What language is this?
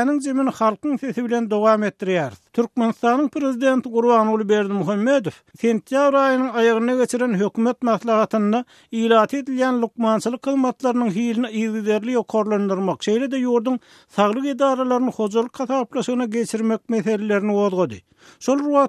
Turkmen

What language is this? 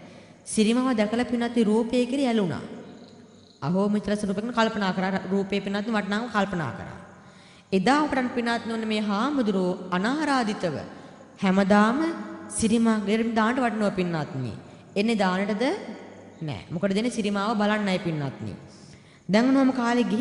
Sinhala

